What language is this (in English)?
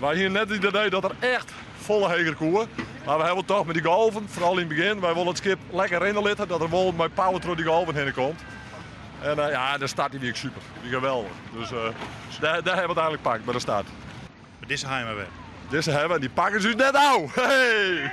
Western Frisian